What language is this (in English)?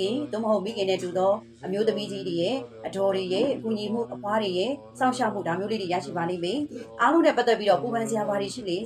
Burmese